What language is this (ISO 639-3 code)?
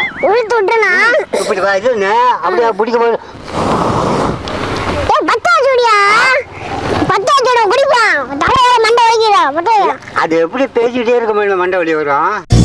tam